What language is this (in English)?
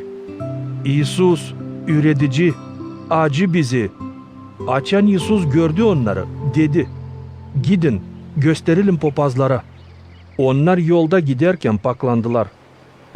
Gagauz